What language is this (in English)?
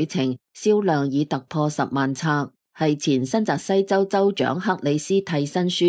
Cantonese